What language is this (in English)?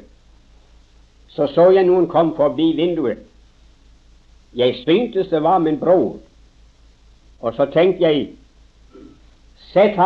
Norwegian